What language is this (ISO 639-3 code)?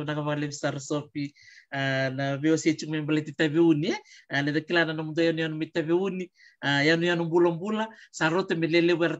fij